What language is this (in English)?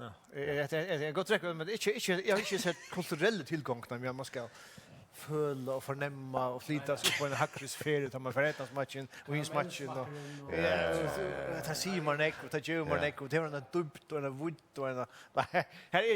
Faroese